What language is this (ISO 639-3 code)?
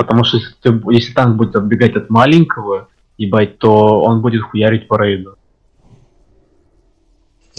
rus